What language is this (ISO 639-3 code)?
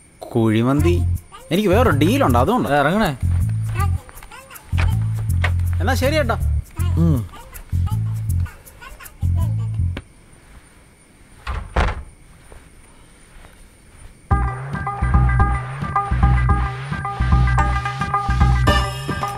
mal